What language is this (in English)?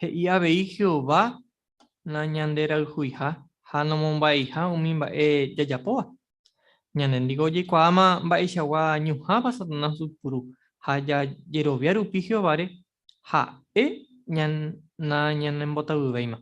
Guarani